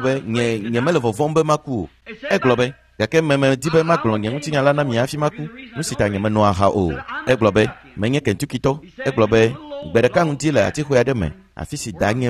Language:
Ewe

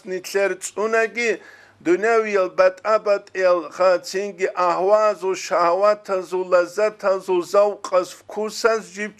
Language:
Avaric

